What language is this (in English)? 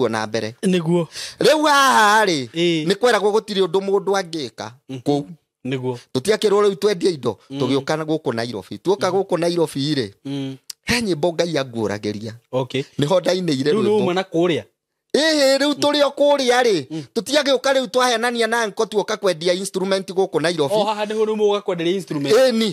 Kikuyu